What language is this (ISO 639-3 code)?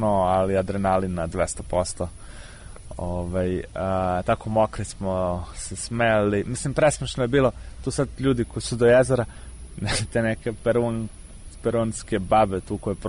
srp